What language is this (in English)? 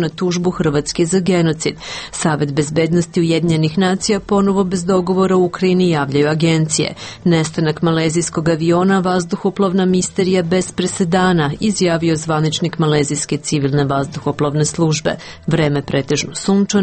Serbian